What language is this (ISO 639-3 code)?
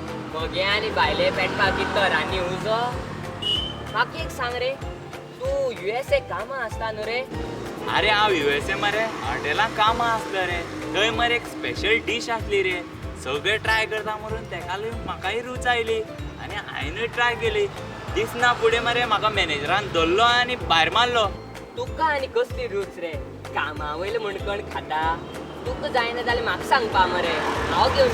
kok